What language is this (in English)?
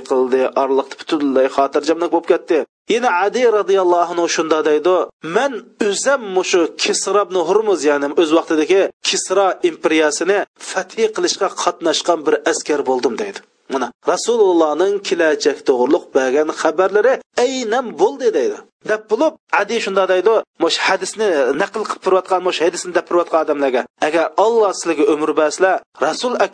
Uyghur